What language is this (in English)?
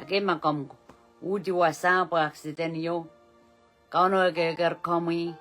Pohnpeian